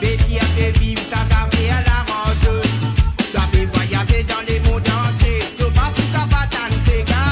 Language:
Morisyen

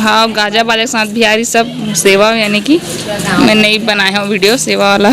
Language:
Chhattisgarhi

